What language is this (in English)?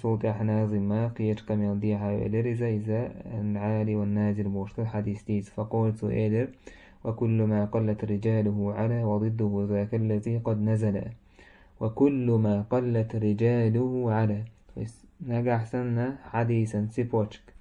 Chechen